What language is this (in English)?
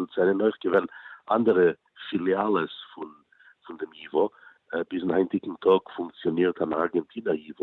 Yiddish